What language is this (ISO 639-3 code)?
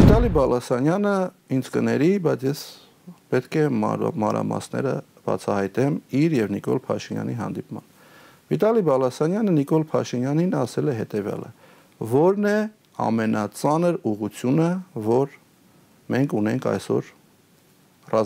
hye